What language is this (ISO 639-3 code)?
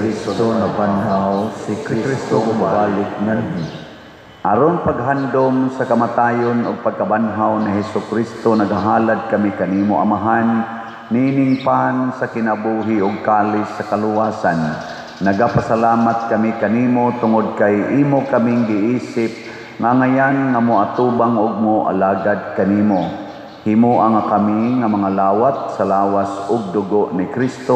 ceb